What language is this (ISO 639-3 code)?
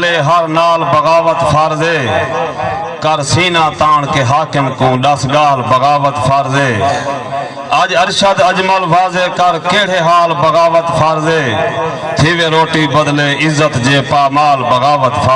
skr